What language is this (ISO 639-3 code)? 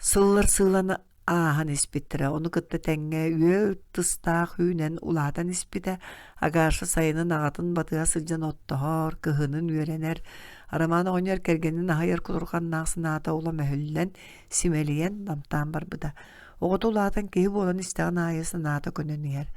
sah